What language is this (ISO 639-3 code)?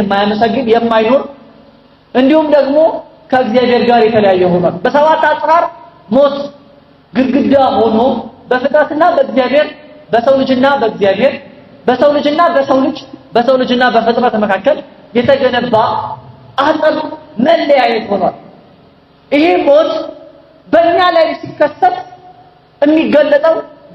amh